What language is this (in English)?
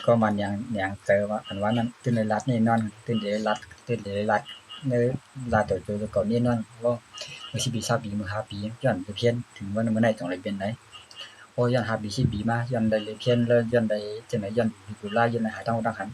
Shan